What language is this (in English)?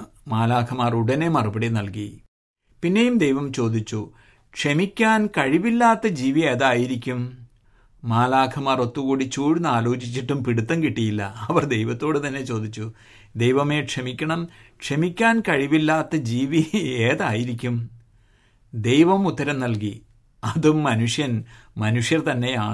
Malayalam